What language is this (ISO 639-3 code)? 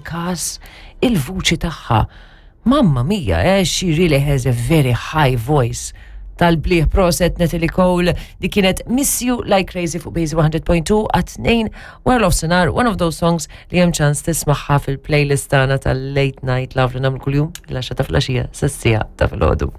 mlt